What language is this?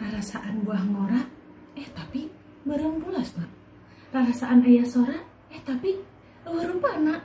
Sundanese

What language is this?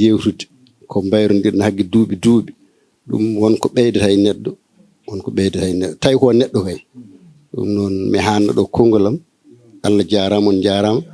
Fula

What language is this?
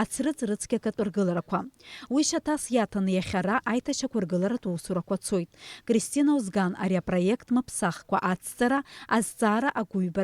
Abkhazian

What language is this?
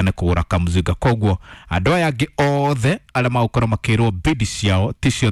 Kikuyu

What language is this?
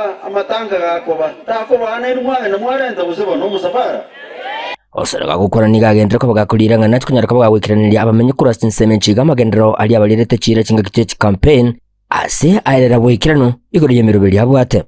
Gusii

